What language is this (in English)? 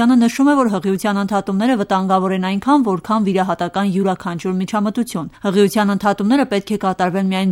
Armenian